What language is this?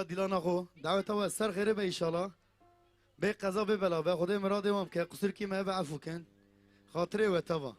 Kurdish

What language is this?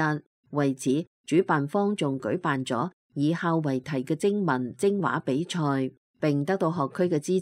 Cantonese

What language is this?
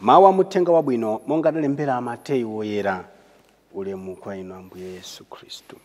Nyanja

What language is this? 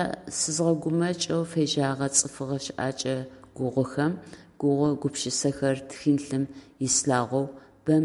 Adyghe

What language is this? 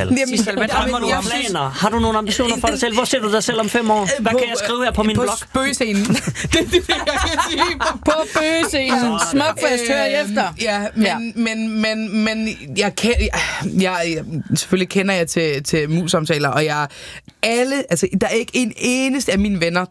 Danish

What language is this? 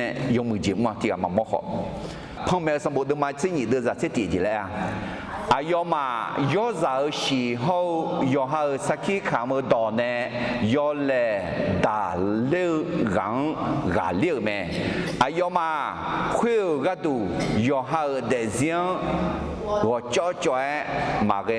Akha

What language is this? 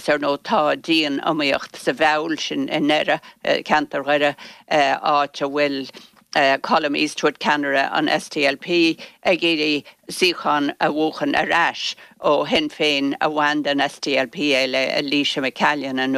Irish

